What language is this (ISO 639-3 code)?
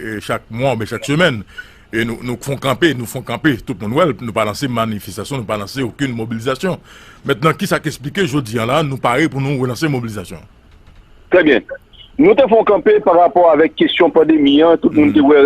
hat